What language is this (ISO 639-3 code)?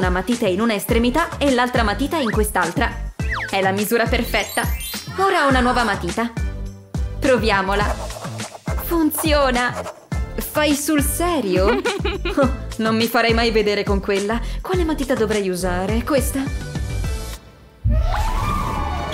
ita